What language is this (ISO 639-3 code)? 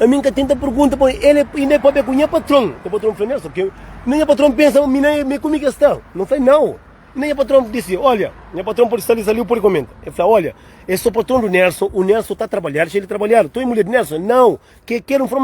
kea